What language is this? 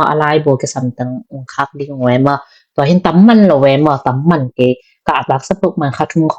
Tedim Chin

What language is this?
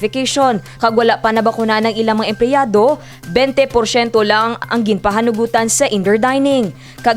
Hiligaynon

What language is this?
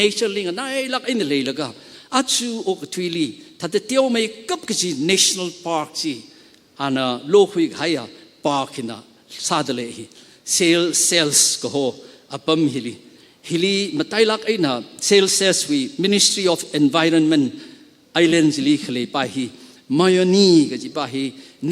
Tangkhul Naga (India)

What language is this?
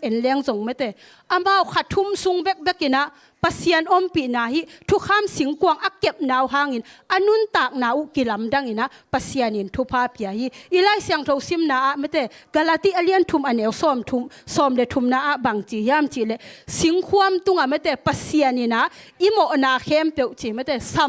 Tedim Chin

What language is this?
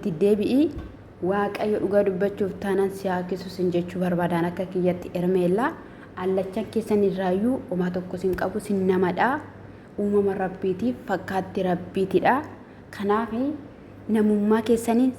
Oromo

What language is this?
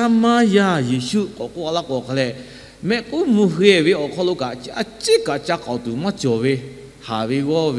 Lahu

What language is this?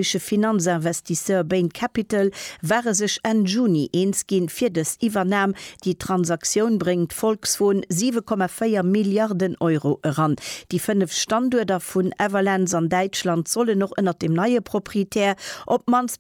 Luxembourgish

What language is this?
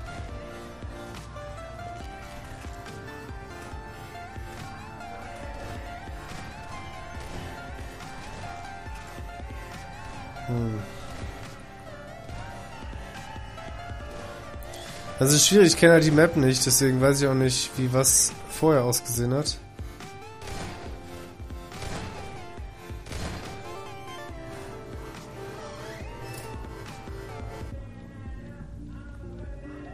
German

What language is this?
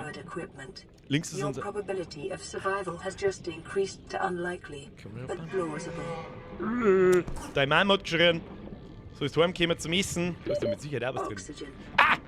Bavarian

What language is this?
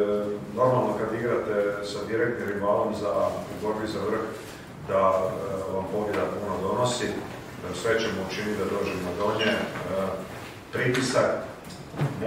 Croatian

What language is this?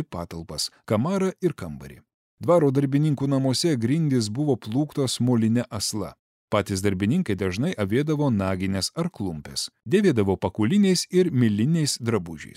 Lithuanian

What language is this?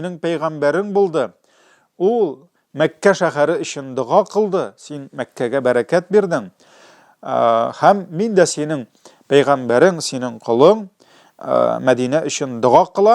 Tatar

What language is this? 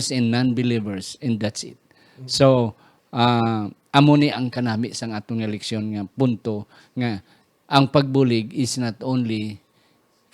Hiligaynon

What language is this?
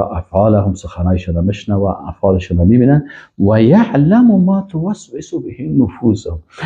Persian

